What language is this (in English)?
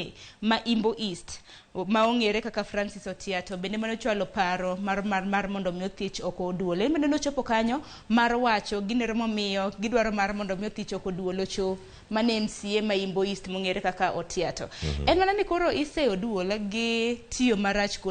Luo (Kenya and Tanzania)